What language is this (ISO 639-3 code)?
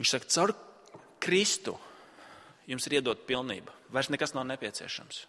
lav